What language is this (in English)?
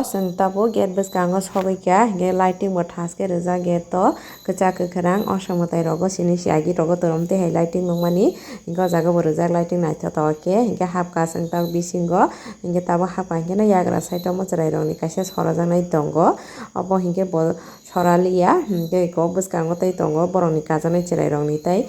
Kok Borok